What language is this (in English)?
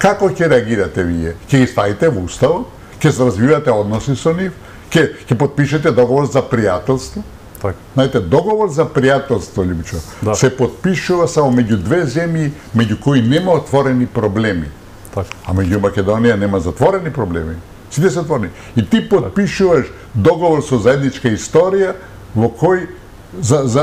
Macedonian